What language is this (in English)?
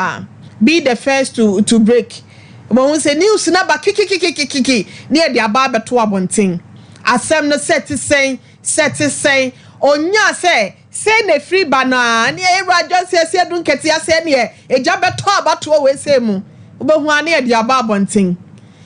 Akan